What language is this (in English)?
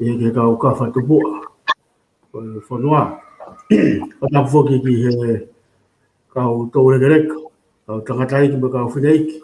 Tongan